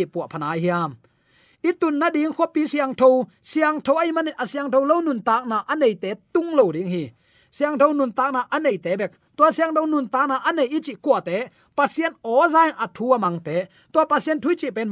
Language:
Tedim Chin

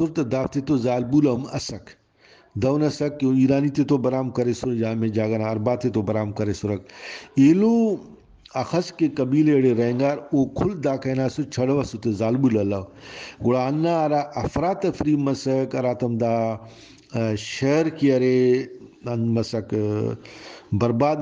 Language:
Brahui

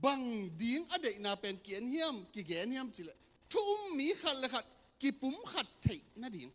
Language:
Tedim Chin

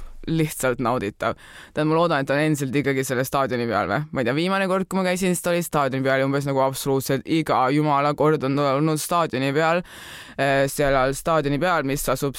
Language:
Estonian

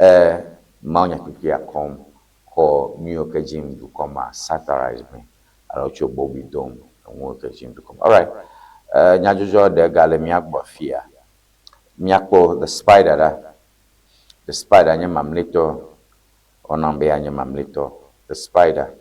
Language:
Ewe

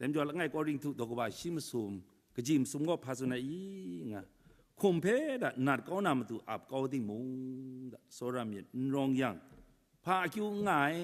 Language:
Kachin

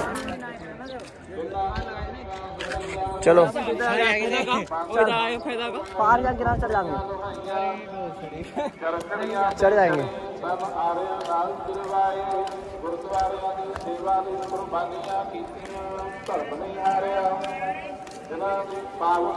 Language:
Hindi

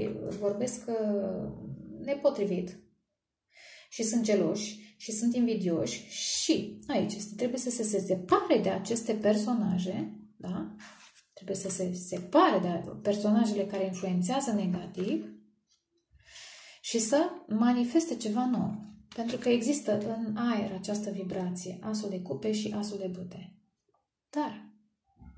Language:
Romanian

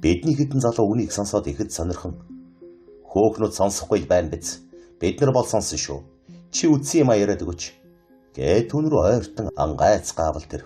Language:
Mongolian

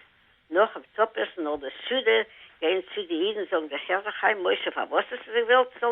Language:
Yiddish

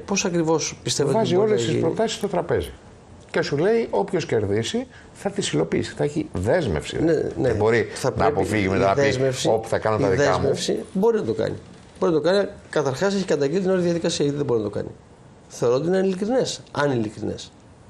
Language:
Greek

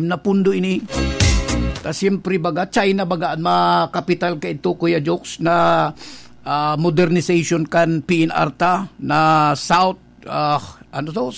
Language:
Bikol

